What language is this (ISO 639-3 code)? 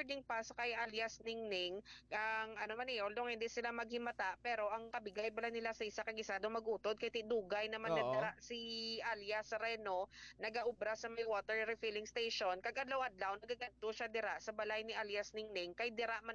hil